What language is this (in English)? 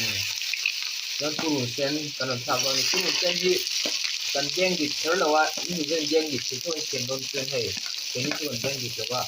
Mizo